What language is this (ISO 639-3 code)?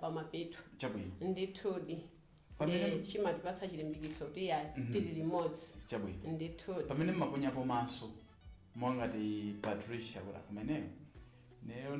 nya